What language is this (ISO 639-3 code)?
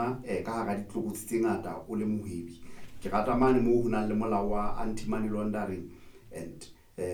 sot